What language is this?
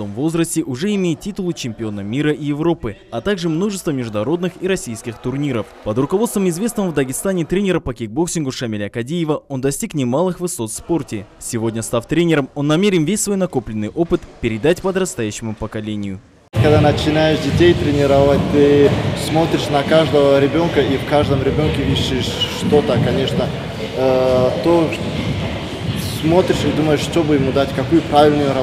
Russian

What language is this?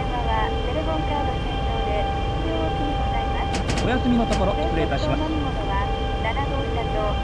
Japanese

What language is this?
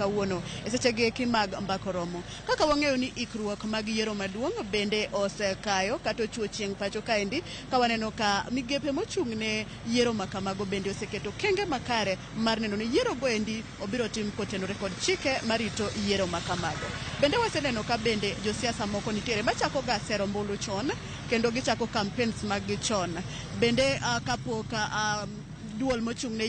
Luo (Kenya and Tanzania)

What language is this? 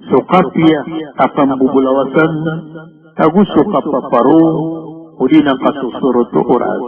Maranao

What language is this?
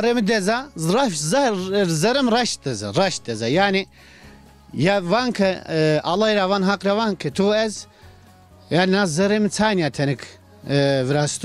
Zaza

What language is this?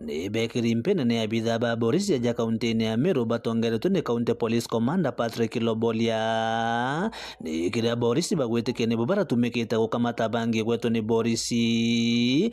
Meru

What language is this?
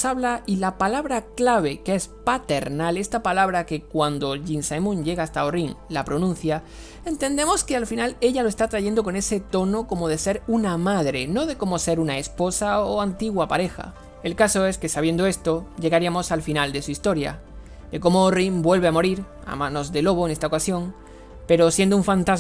Spanish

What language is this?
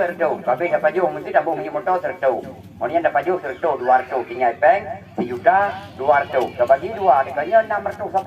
Achinese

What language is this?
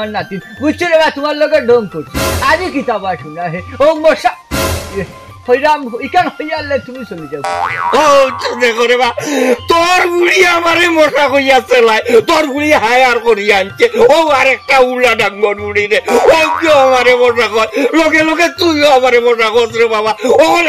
Sylheti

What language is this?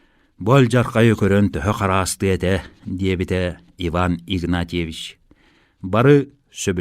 Yakut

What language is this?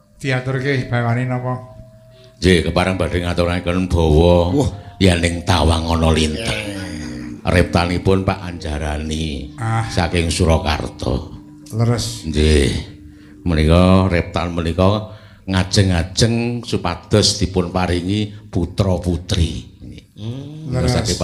Javanese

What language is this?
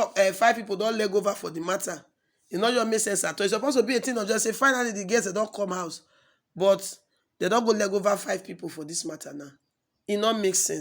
Nigerian Pidgin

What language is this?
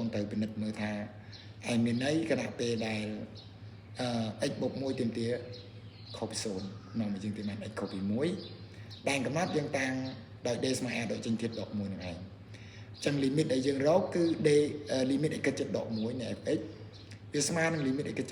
Khmer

